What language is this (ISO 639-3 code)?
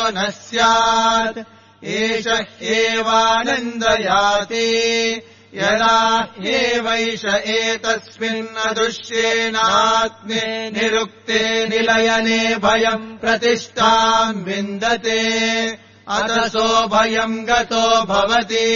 san